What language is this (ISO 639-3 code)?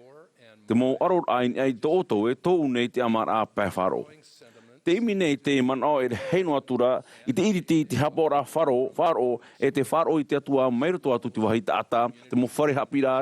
tah